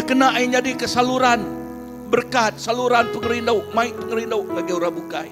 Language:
Iban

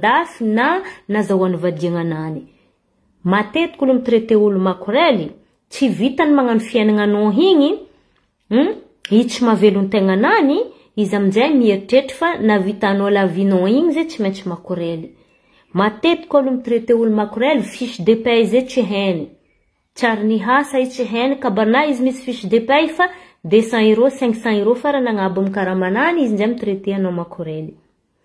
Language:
Malagasy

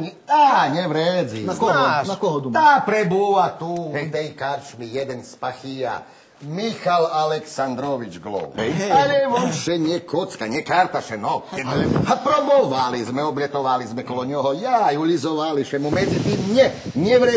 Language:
Rusyn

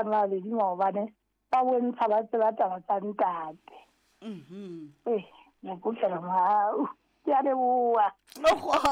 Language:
Southern Sotho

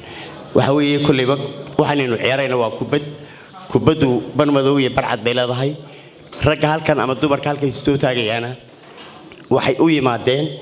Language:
Somali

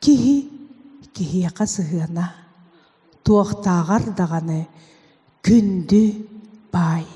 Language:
Yakut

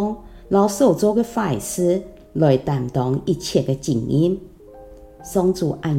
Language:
Hakka Chinese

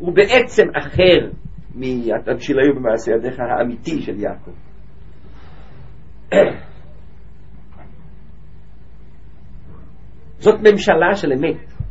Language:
Hebrew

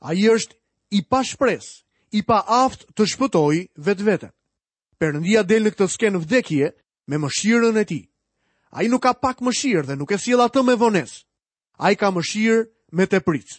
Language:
Albanian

